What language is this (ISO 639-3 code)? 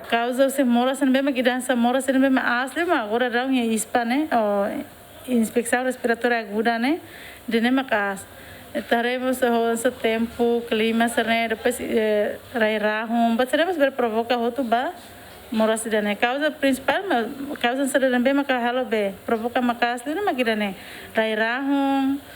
tet